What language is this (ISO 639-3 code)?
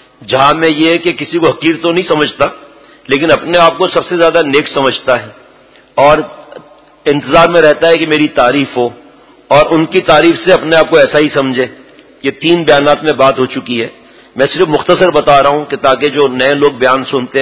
urd